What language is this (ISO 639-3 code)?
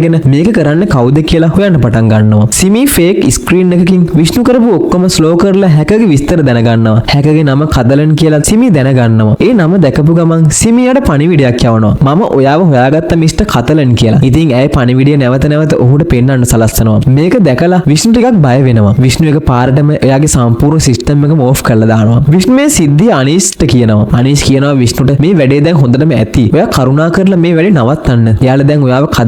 sin